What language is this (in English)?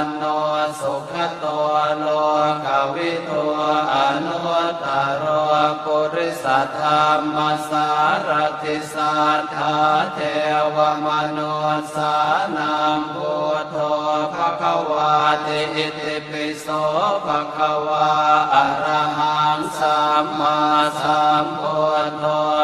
Pali